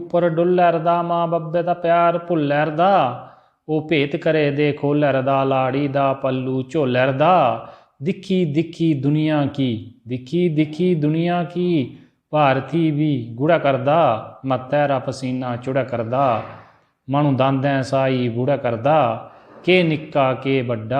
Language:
Dogri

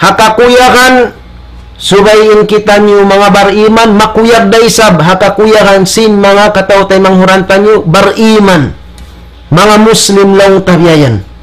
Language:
Tausug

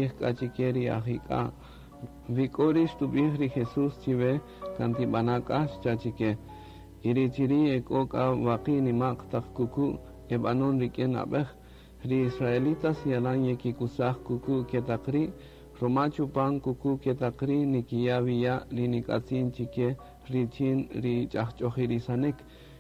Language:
Kaqchikel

